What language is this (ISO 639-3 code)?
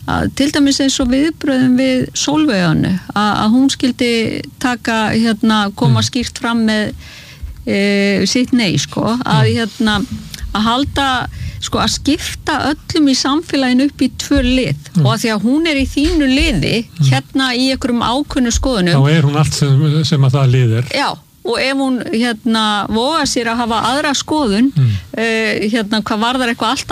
isl